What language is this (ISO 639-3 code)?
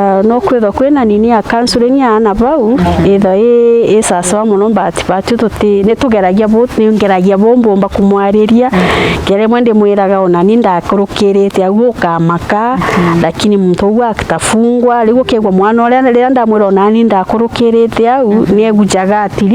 mer